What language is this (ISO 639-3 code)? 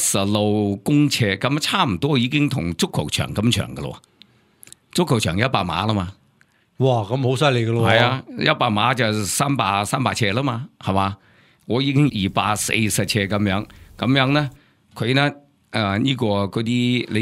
yue